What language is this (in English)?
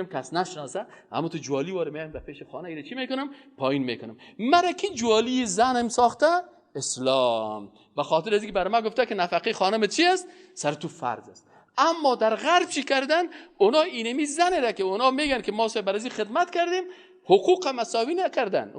Persian